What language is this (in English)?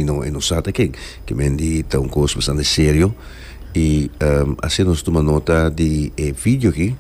Papiamento